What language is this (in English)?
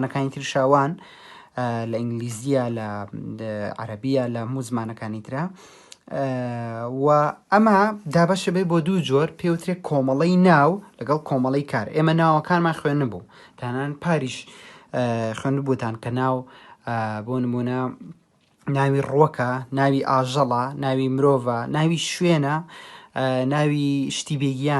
Central Kurdish